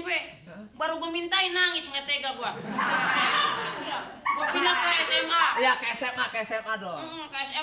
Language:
Betawi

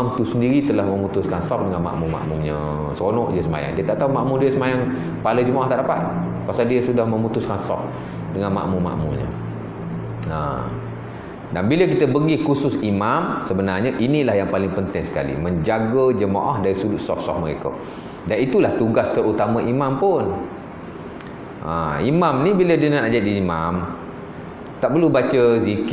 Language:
Malay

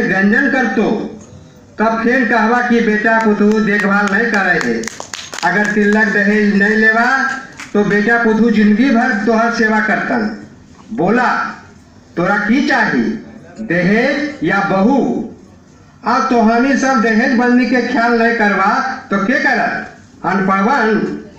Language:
Magahi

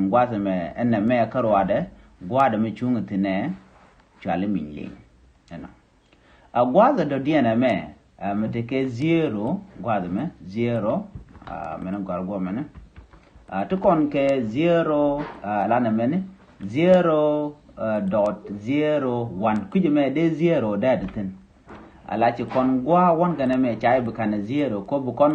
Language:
Nuer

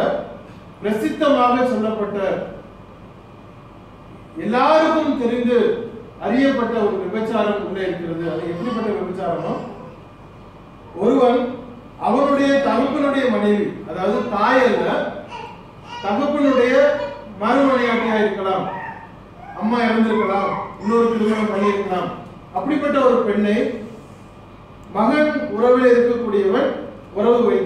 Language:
Tamil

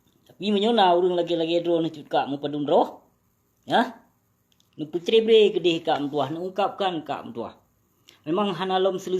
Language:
Achinese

